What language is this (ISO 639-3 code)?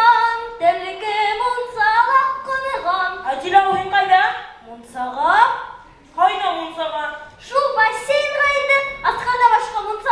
bak